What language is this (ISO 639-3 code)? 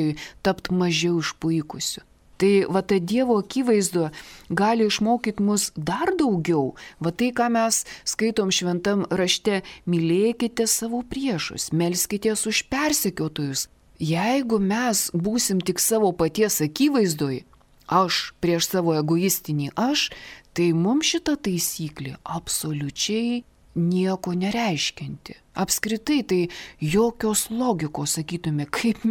lit